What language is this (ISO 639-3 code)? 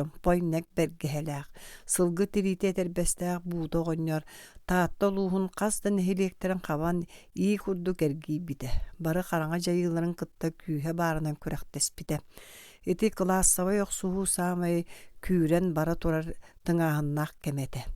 sah